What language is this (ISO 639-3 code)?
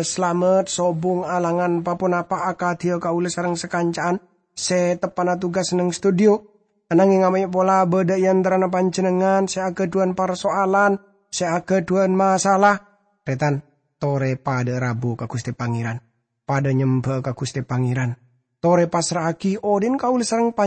mad